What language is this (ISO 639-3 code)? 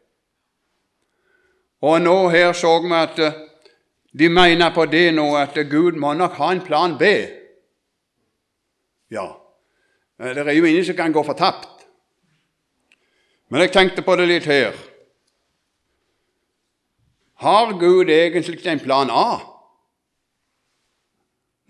nor